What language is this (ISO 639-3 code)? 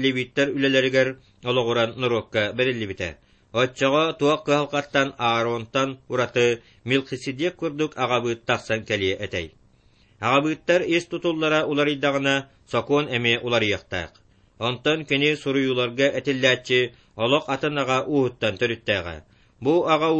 sah